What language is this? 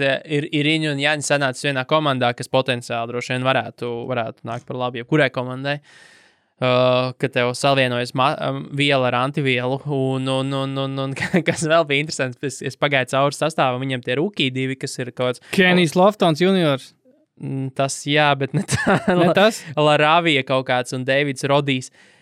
Latvian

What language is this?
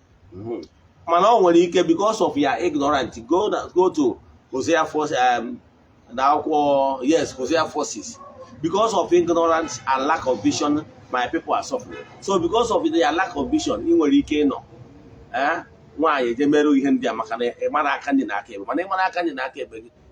Igbo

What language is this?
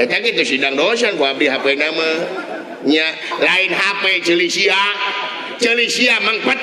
Sundanese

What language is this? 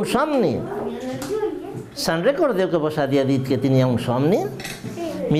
Catalan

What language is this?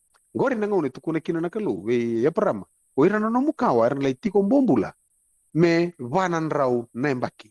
Fijian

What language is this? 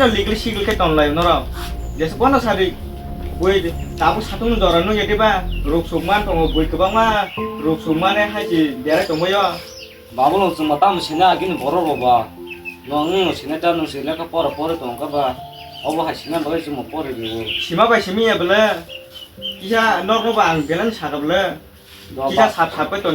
Kok Borok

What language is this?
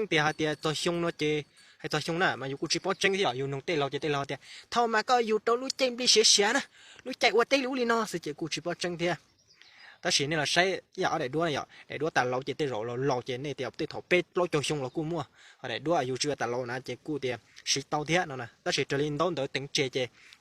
Hmong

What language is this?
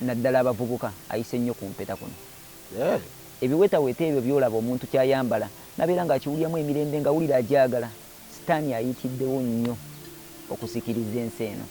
Ganda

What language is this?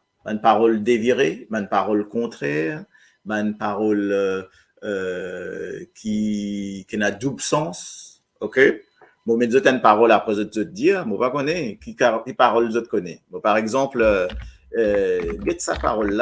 Morisyen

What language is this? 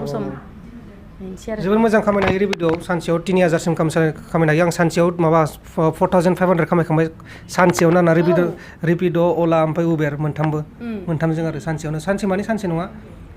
Bodo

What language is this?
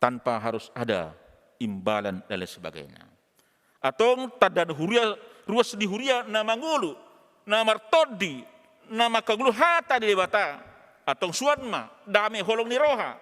Batak Toba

